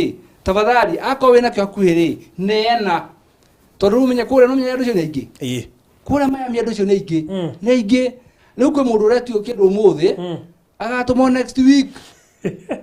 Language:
Kikuyu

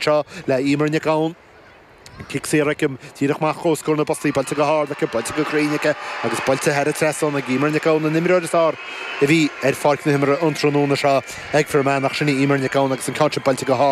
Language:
Irish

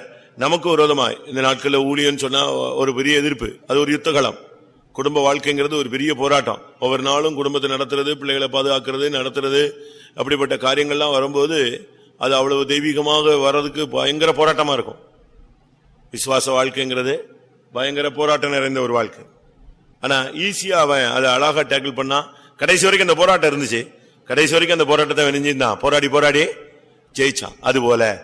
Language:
Tamil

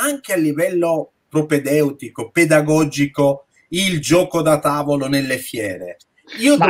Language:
Italian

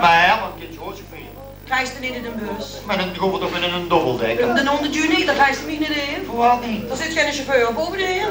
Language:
Limburgish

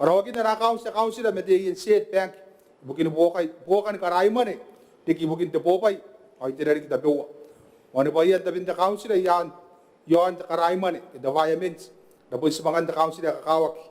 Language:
Gilbertese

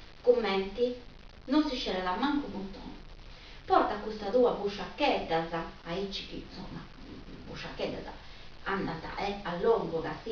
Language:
Sardinian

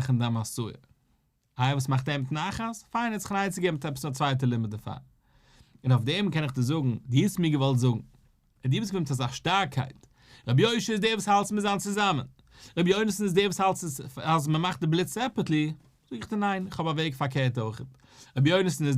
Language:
Yiddish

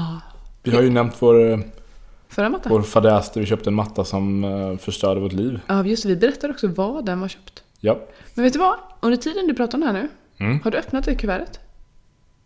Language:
Swedish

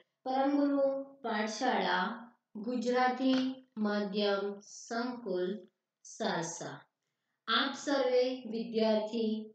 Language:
Gujarati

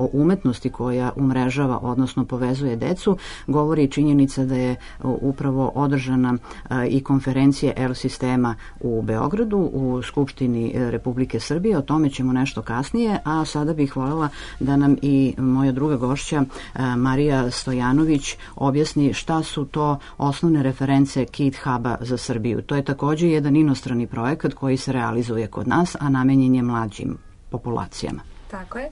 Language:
Serbian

